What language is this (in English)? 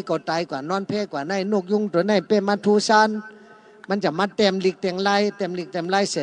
Shan